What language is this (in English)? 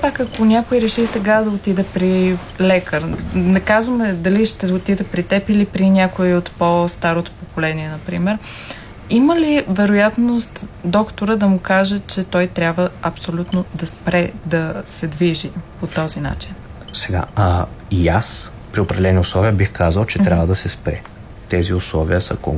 Bulgarian